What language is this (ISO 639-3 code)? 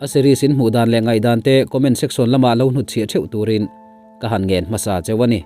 lus